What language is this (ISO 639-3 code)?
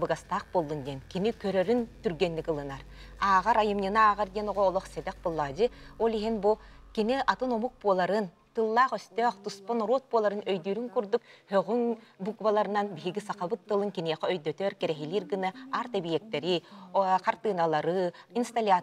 sah